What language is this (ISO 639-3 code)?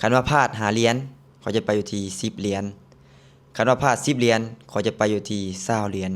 lao